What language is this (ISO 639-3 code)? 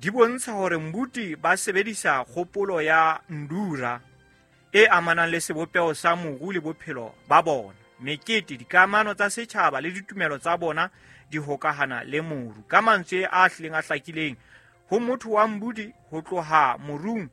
sot